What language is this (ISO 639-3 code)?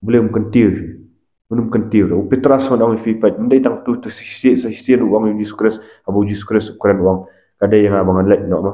kha